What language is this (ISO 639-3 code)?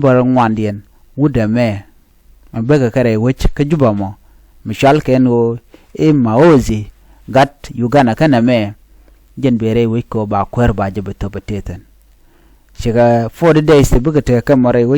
nus